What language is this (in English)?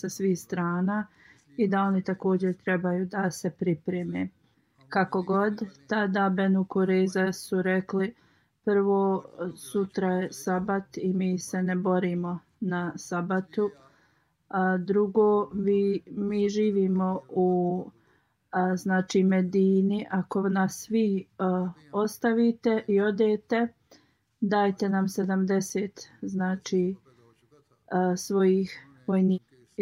Bosnian